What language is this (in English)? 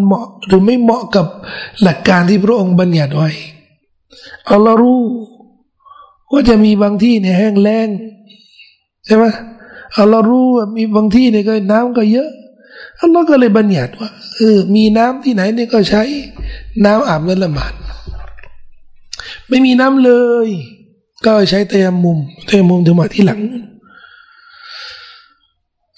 Thai